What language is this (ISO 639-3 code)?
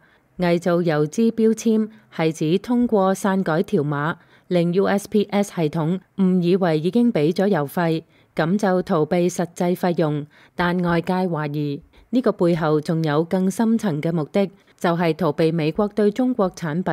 yue